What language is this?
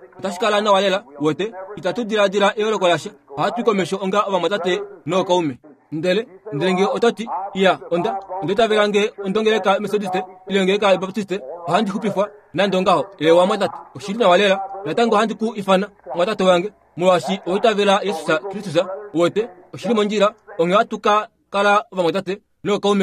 Kuanyama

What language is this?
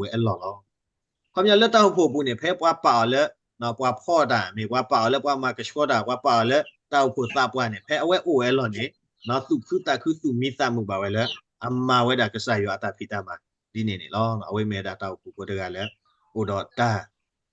S'gaw Karen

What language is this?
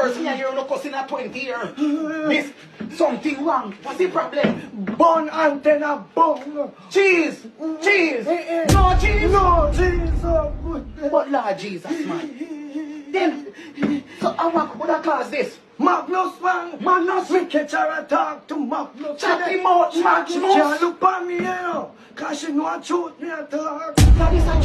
Jamaican Creole English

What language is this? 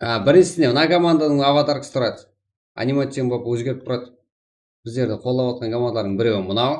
Kara-Kalpak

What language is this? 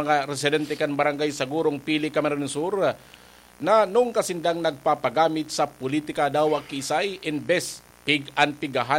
Bikol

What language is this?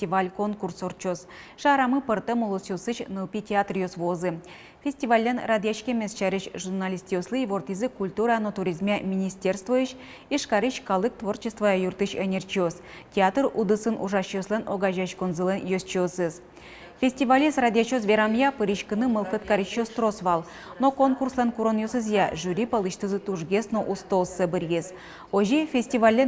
Udmurt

